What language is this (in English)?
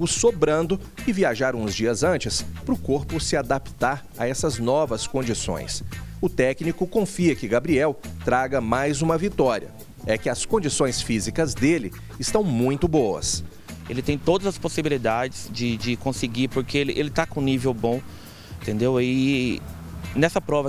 Portuguese